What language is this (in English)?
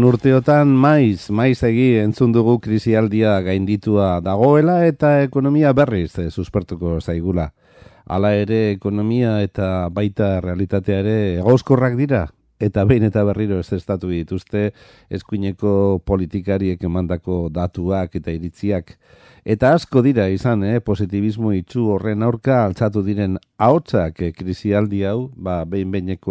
Basque